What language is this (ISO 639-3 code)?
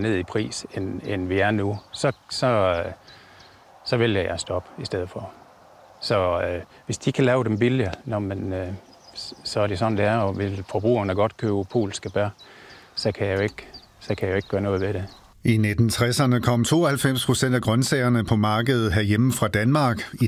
dan